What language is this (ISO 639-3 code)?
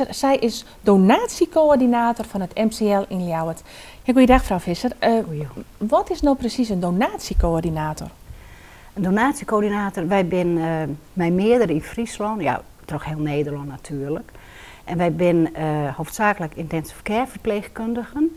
fry